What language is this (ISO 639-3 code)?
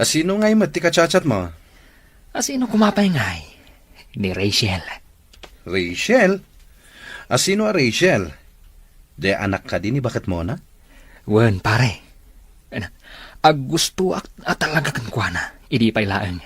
ilo